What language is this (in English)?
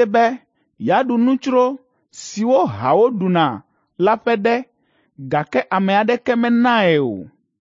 Ewe